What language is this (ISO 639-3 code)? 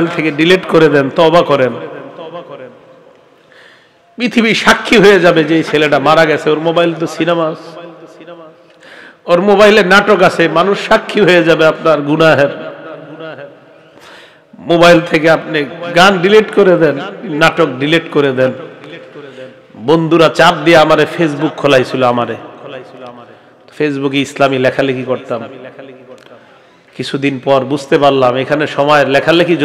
ben